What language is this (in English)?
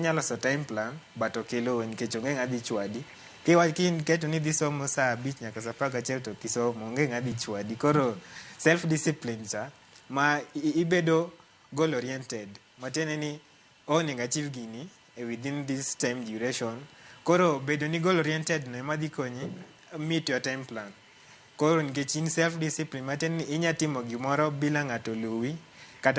Luo (Kenya and Tanzania)